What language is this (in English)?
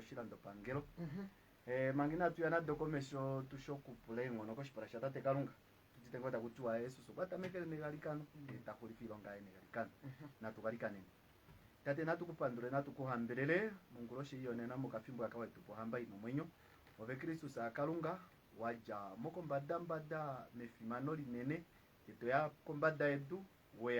Kuanyama